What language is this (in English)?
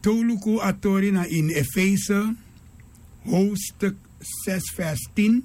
Sranan Tongo